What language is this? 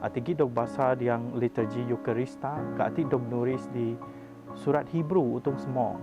Biatah Bidayuh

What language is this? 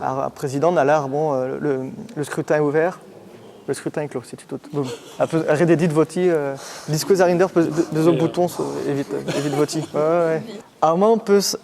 Breton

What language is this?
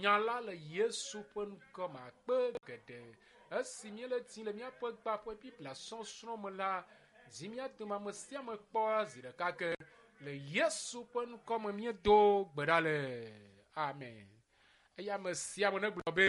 Ewe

